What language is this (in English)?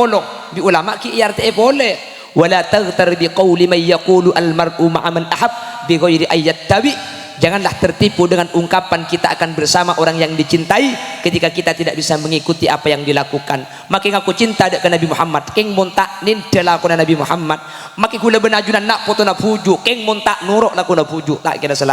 Madurese